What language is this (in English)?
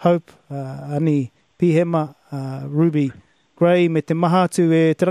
Māori